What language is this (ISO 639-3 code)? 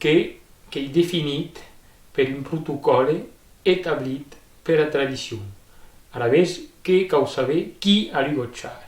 oci